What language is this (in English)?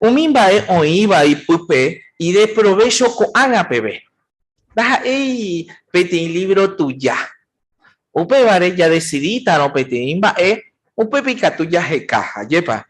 Guarani